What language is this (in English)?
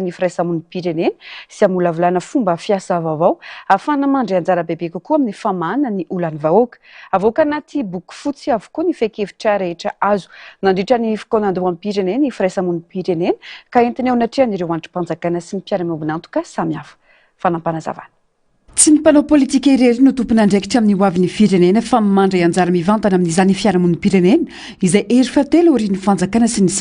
Malagasy